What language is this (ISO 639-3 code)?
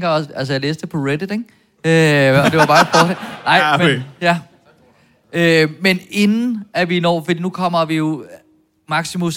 dan